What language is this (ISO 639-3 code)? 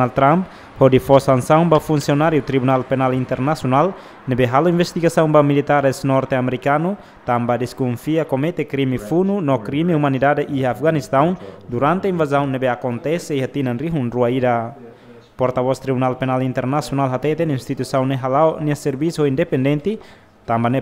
tet